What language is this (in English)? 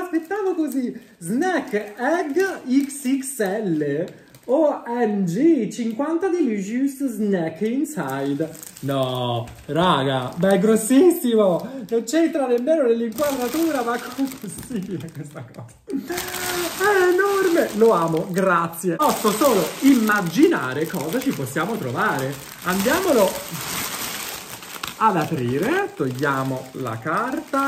Italian